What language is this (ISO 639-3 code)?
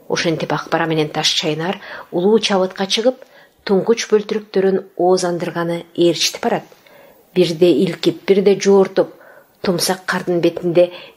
kir